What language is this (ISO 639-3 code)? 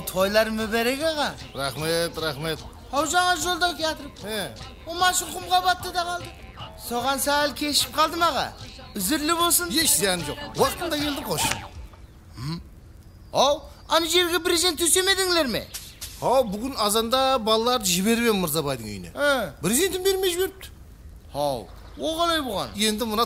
kaa